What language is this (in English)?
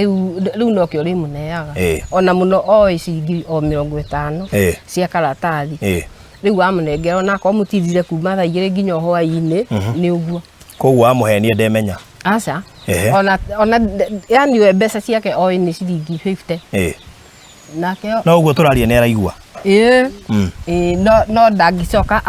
Kikuyu